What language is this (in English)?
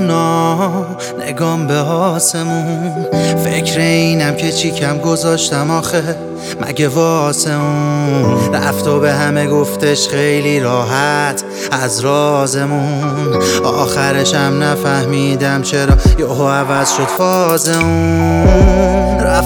Persian